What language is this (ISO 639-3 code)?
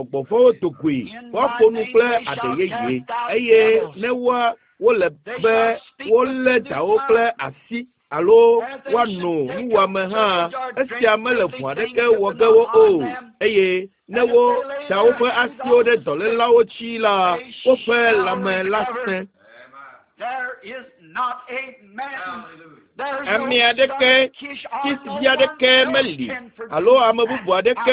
ewe